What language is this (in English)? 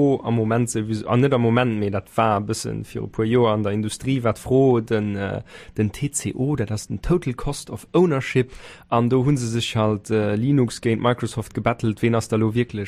Luxembourgish